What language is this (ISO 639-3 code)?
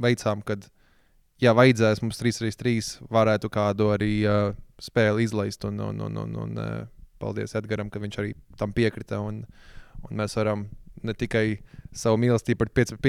lav